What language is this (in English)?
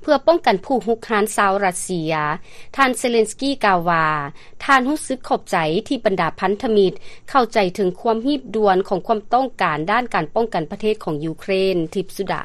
Lao